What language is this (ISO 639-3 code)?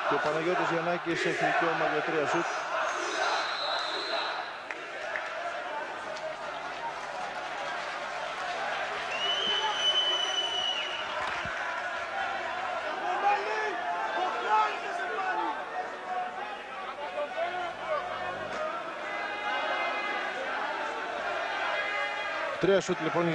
ell